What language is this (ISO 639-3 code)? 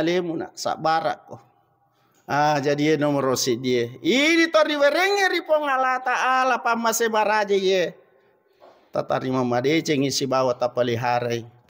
bug